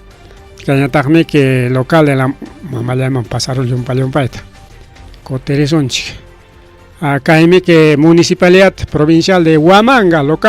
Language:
Ayacucho Quechua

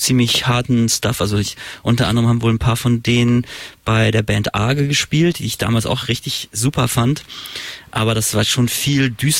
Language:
German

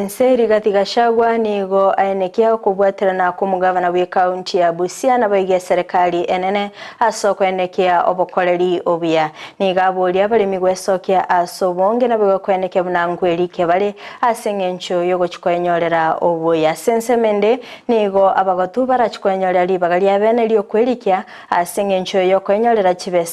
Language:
Gusii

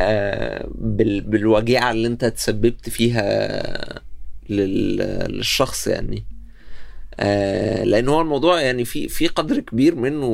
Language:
North Levantine Arabic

